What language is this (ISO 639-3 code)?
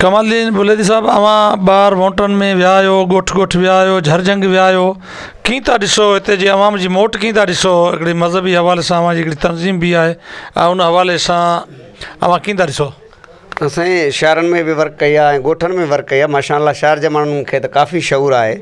snd